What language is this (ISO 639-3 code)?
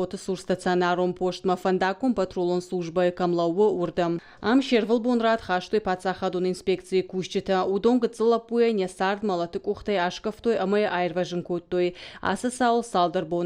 oss